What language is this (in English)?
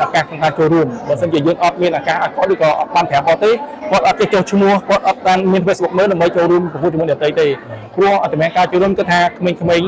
Khmer